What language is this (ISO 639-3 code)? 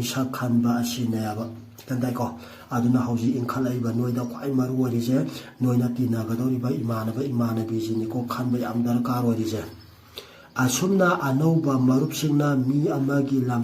mni